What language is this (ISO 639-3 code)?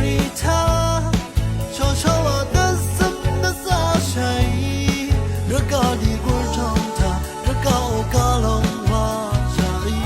raw